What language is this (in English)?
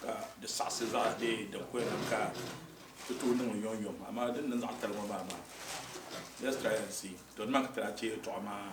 Dagbani